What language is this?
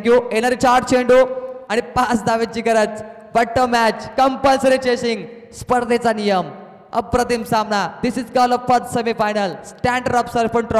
Marathi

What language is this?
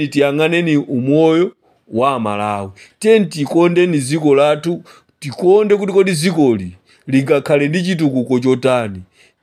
Nyanja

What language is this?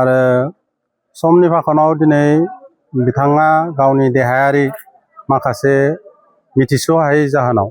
Bodo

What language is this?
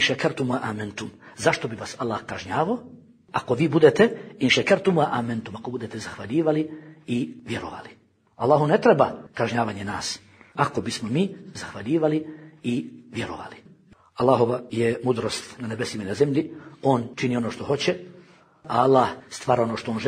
Bosnian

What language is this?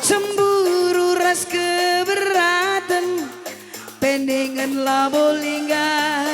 Batak Karo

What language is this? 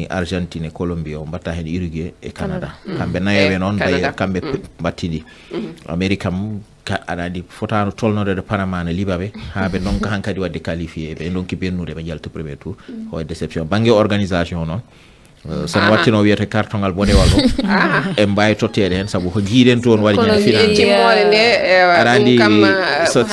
Fula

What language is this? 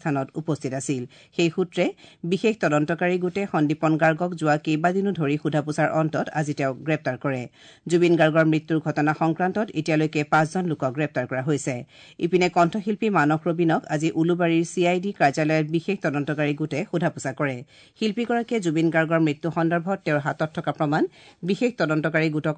Assamese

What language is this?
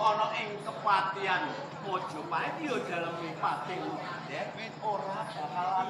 Javanese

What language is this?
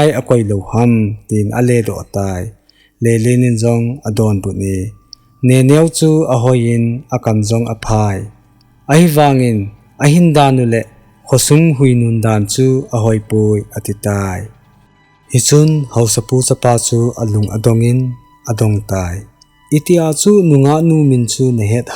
Thado Chin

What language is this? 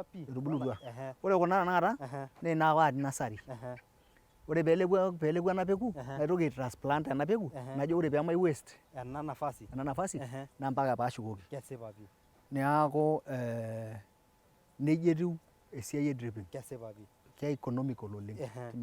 Masai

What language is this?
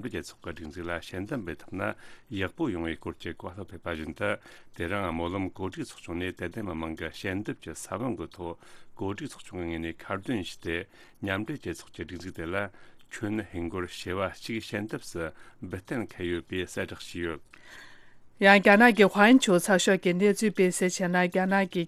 Tibetan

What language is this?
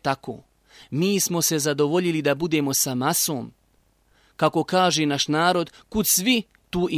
Bosnian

